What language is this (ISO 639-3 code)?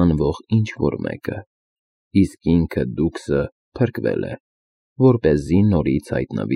hye